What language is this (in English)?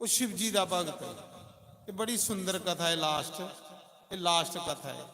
Dogri